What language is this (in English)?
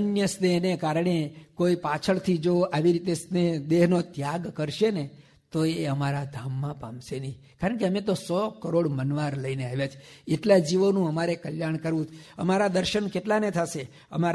Gujarati